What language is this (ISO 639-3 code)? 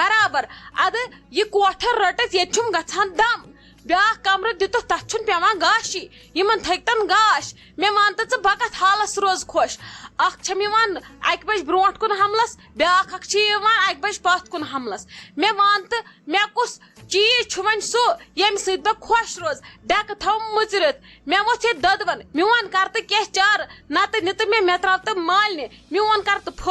kas